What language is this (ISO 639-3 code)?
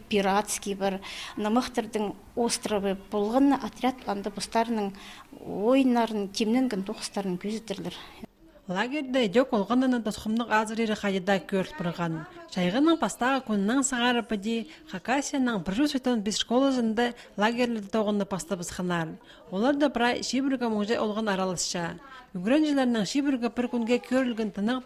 kjh